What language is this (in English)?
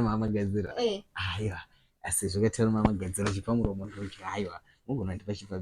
Shona